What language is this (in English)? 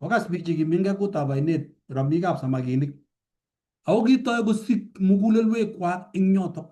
Kalenjin